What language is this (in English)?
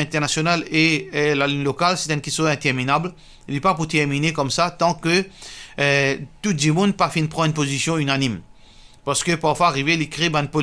Morisyen